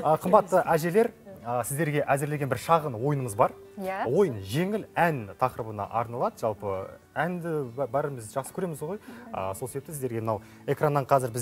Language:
Kazakh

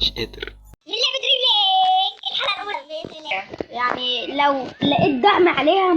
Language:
Egyptian Arabic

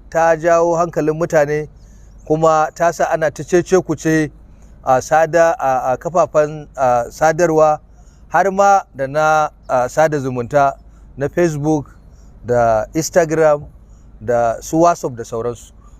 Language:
Hausa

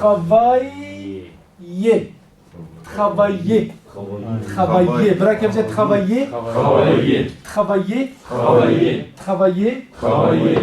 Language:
Kurdish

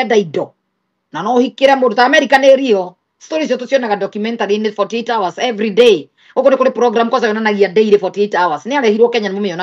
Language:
Kikuyu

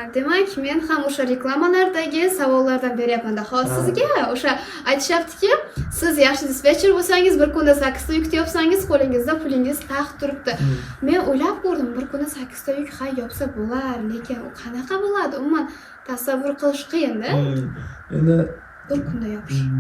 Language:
Uzbek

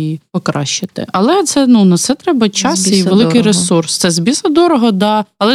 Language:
Ukrainian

